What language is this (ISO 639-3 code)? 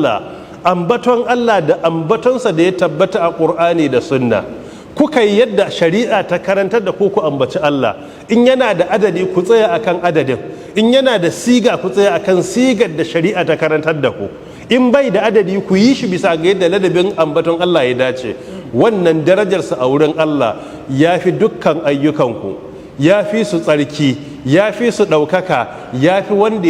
hau